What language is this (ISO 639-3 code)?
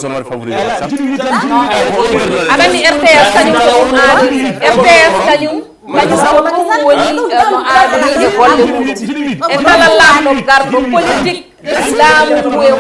ful